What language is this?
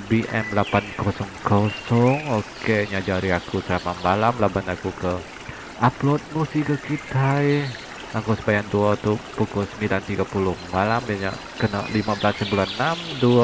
Iban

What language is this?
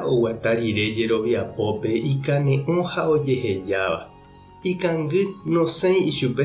Guarani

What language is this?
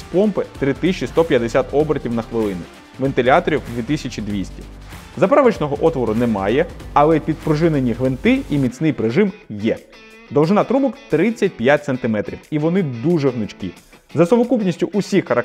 Ukrainian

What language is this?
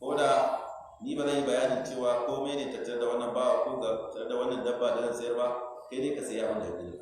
Hausa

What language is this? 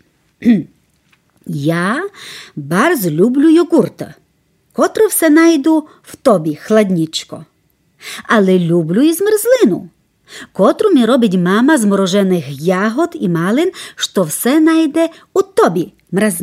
Rusyn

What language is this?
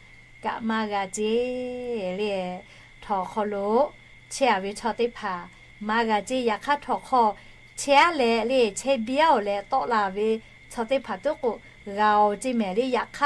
Lahu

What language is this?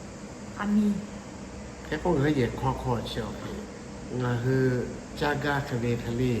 Lahu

